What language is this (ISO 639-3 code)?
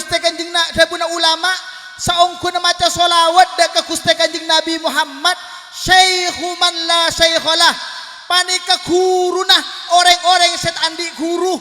mad